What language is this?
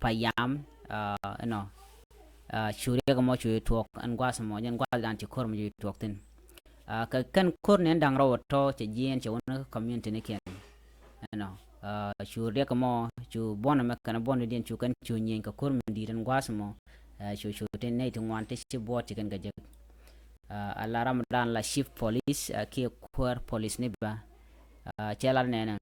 Nuer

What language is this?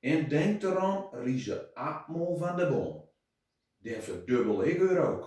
Gronings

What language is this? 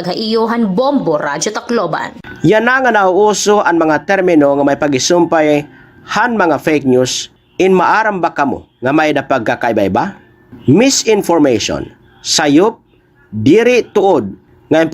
Waray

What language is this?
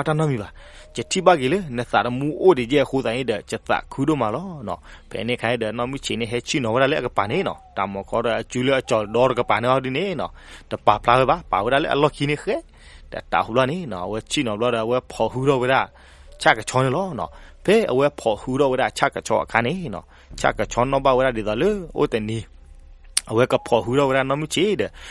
S'gaw Karen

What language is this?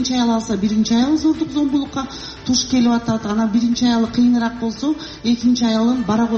Kyrgyz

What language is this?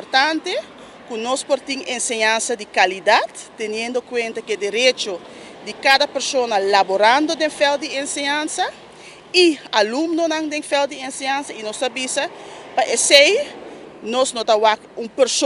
Papiamento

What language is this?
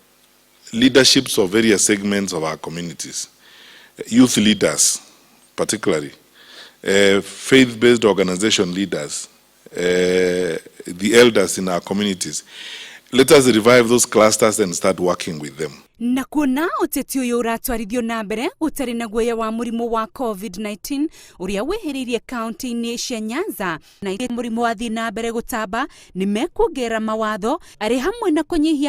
Kikuyu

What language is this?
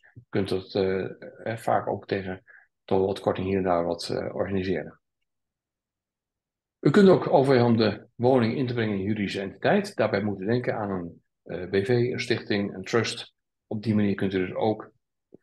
Dutch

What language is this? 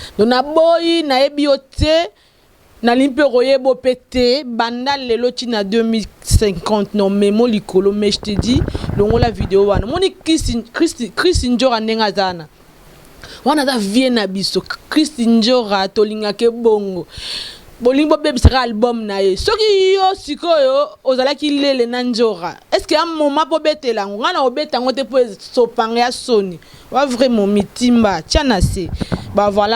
Lingala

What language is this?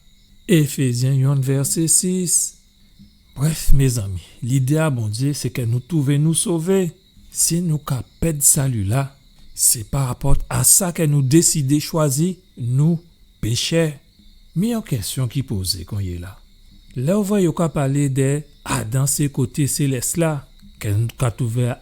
Guadeloupean Creole French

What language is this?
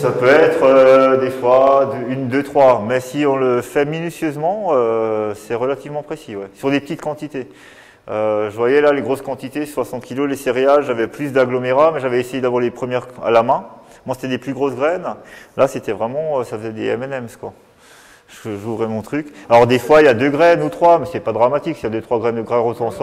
French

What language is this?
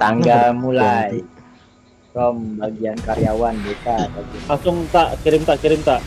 Banjar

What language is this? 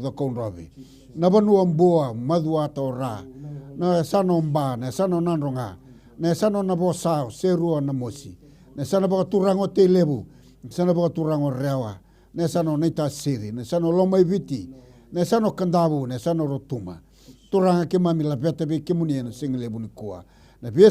Fijian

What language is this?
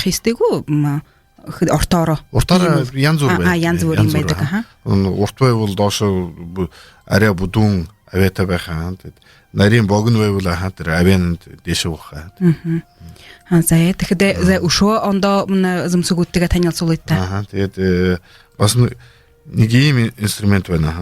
Buriat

